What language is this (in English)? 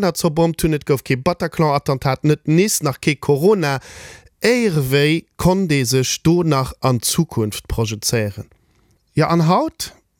Luxembourgish